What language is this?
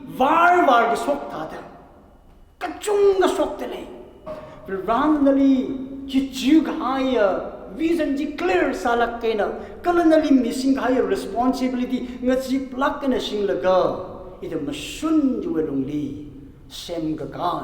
Tangkhul Naga (India)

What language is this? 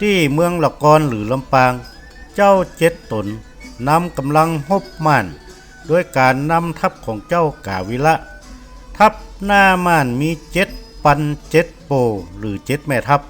Northern Thai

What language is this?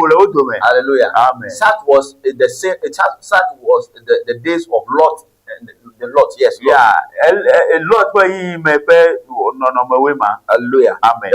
Ewe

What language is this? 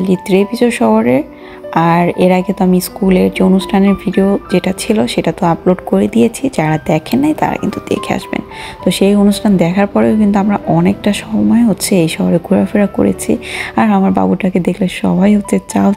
Bangla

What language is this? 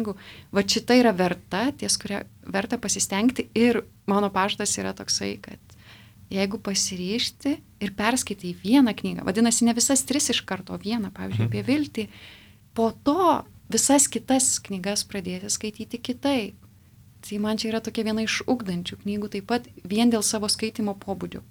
Lithuanian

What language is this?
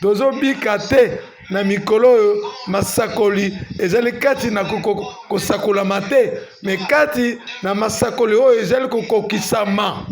Lingala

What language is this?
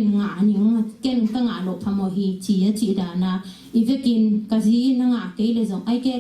Tedim Chin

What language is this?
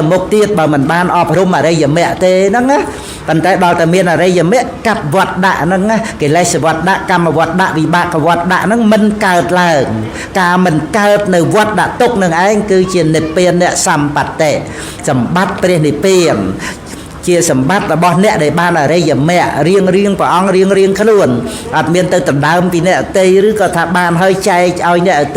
Khmer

